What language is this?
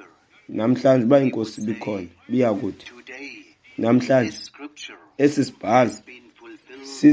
Xhosa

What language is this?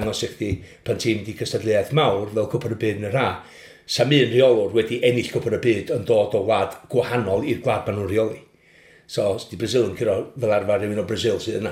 Welsh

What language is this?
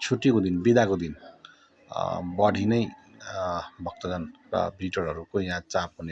Nepali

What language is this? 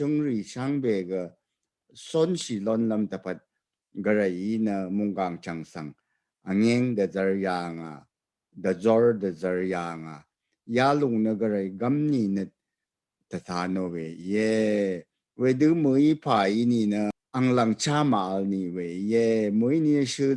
Rawang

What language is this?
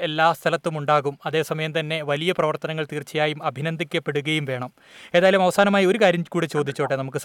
Malayalam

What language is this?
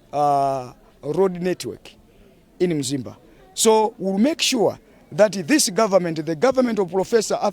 English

